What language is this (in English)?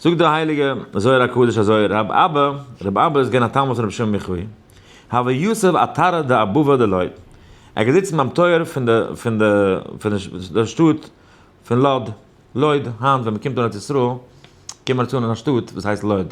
Yiddish